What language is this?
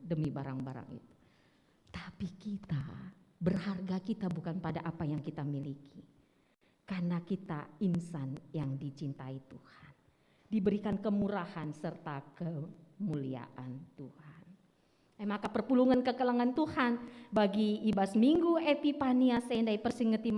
Batak Karo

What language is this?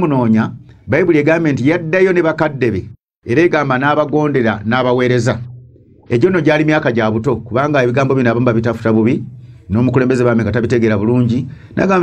Ganda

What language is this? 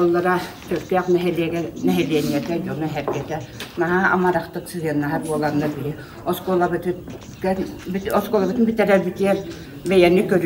Yakut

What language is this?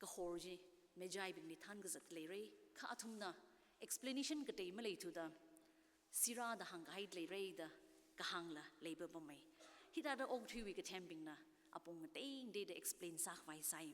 Tangkhul Naga (India)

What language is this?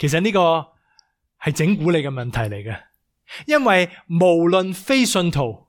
Cantonese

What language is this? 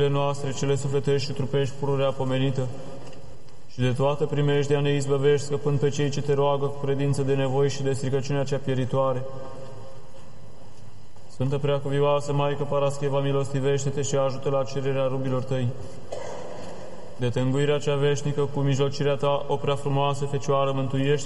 Romanian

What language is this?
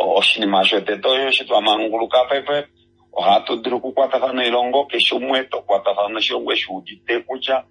Kuanyama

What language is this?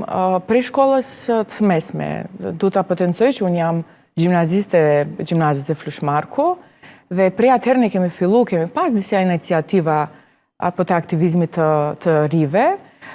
Albanian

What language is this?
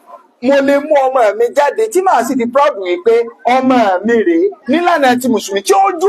Yoruba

